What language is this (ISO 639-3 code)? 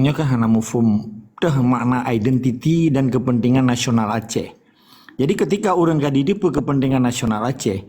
ace